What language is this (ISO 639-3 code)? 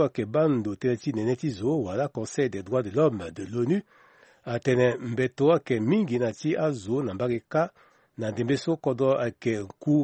sag